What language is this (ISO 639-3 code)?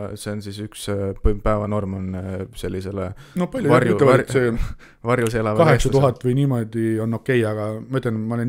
est